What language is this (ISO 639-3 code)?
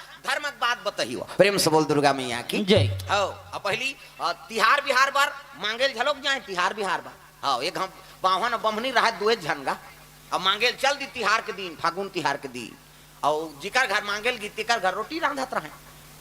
hne